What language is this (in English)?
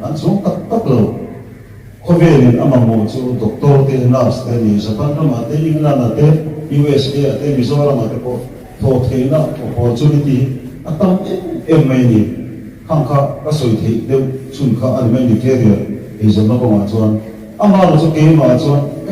Mizo